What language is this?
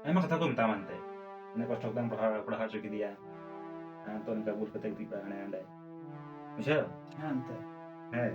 Santali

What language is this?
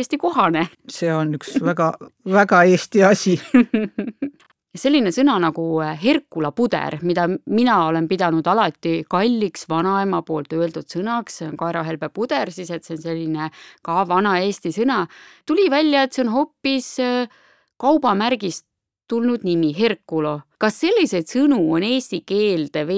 Estonian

